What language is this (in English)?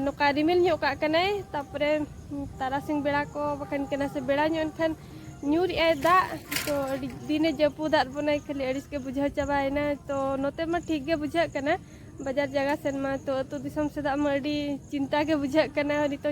Santali